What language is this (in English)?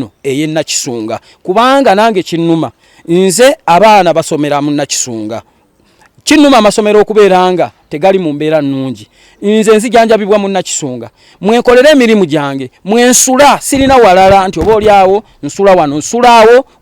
Ganda